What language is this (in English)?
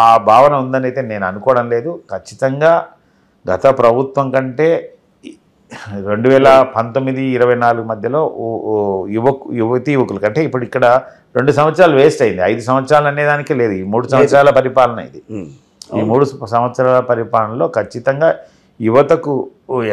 Telugu